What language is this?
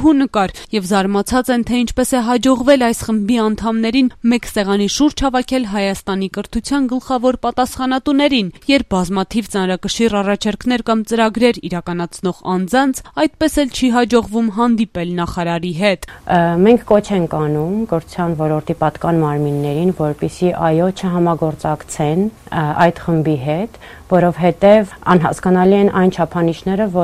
Armenian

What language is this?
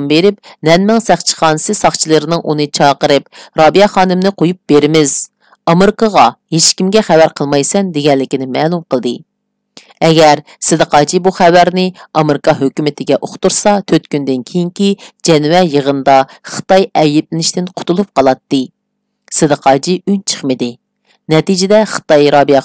Uyghur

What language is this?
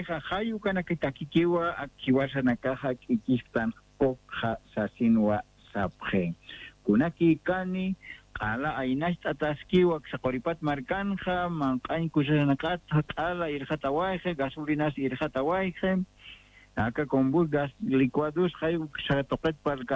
Aymara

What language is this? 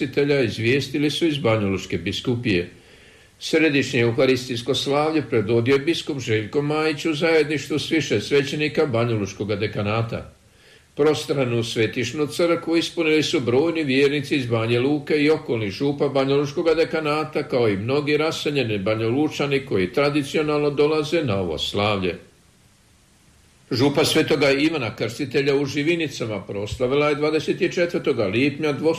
Croatian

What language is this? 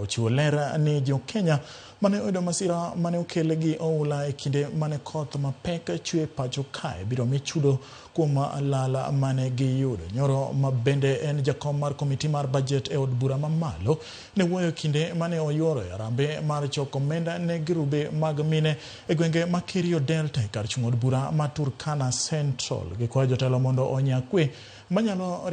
Luo (Kenya and Tanzania)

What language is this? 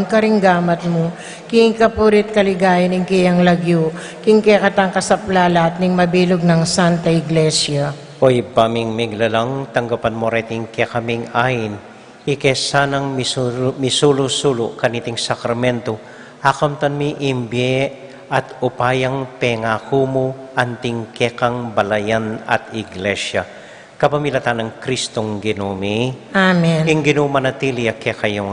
Pampanga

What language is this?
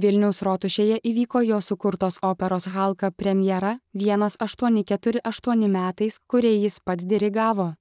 Lithuanian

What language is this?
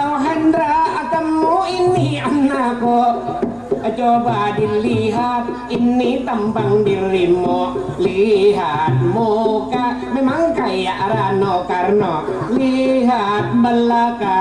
Banjar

